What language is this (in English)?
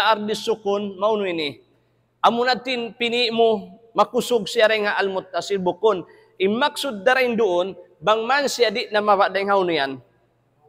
Tausug